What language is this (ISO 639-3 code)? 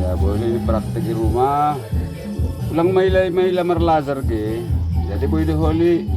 bts